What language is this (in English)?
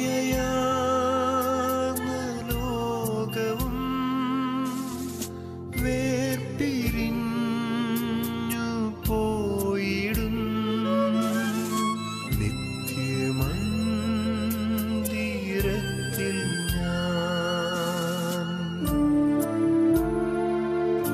Malayalam